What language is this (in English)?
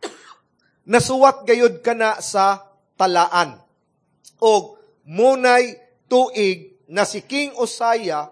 Cebuano